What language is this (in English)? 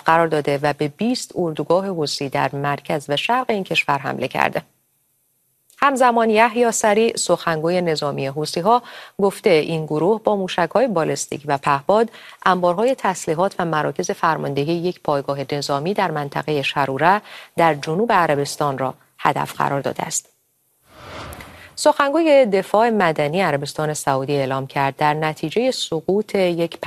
Persian